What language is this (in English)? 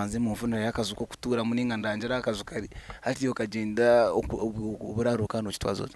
Nyankole